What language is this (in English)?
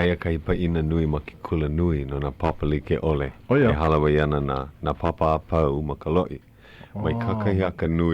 Hawaiian